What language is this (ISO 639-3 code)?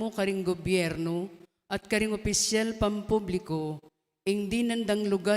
pam